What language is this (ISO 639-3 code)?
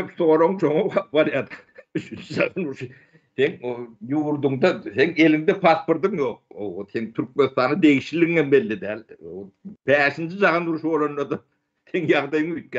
tuk